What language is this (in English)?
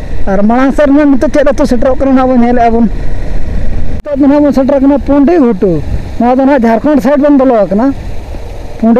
Santali